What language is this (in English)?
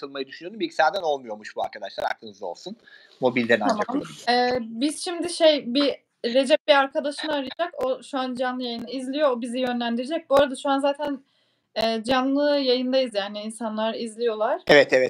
Turkish